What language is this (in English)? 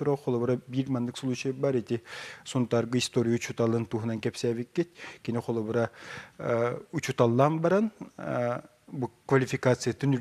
Yakut